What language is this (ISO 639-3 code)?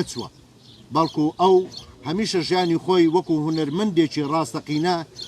ckb